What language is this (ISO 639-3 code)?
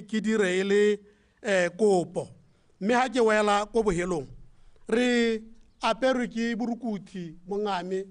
tsn